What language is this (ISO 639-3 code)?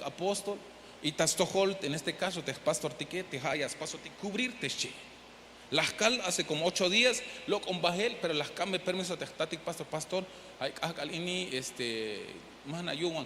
tzh